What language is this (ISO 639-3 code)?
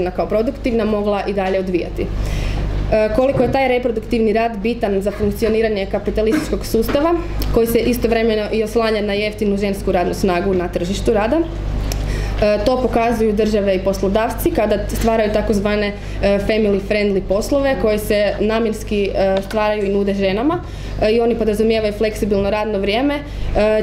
hrv